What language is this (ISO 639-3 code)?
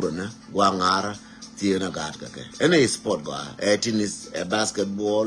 nus